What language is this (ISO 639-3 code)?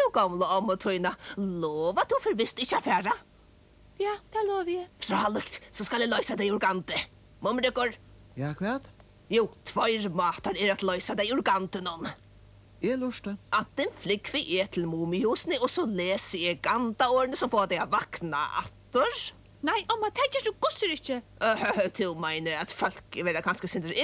fao